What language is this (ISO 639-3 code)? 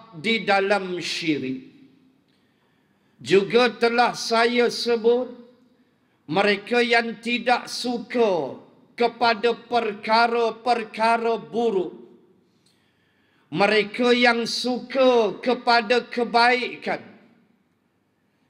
msa